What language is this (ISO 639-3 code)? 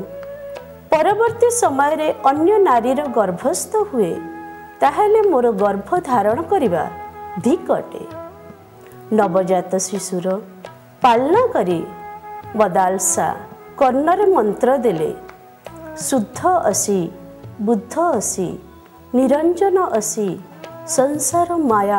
ori